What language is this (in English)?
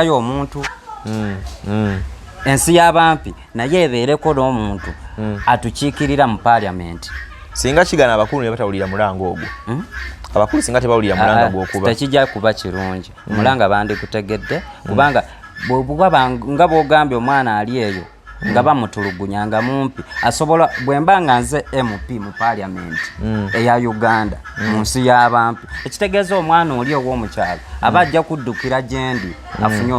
Ganda